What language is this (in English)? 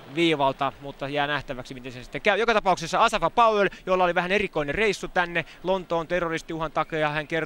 Finnish